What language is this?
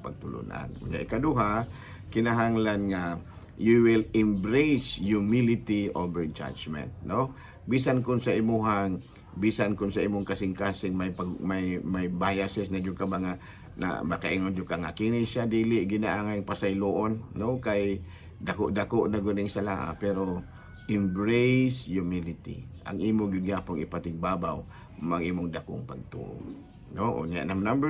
Cebuano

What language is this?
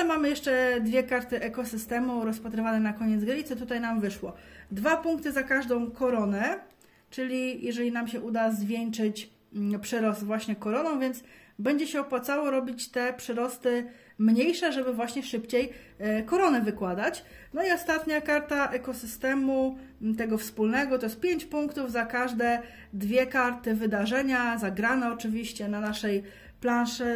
Polish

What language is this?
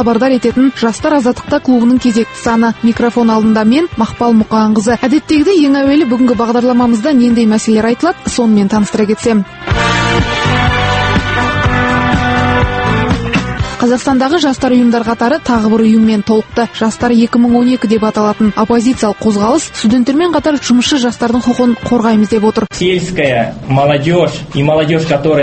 Kazakh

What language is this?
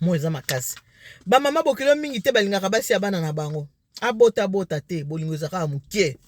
Lingala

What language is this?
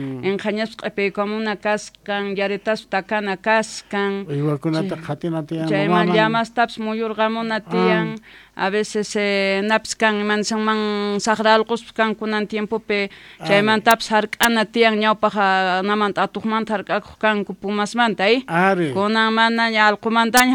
South Bolivian Quechua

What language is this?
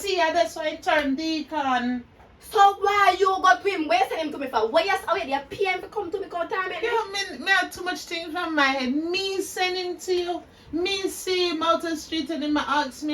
Jamaican Creole English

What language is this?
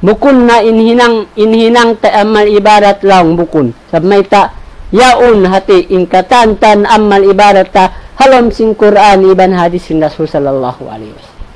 Tausug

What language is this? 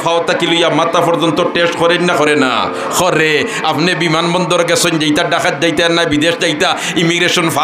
Sylheti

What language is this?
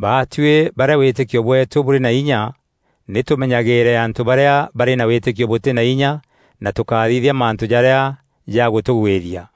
Meru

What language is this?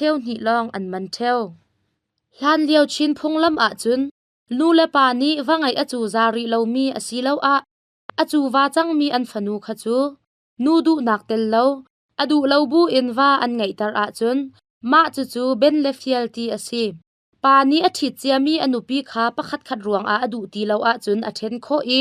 Hakha Chin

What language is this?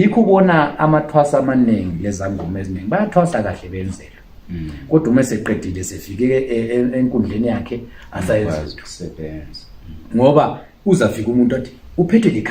Zulu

